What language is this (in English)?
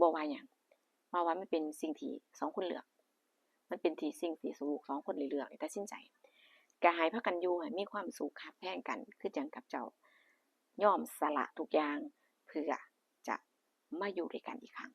Northeastern Thai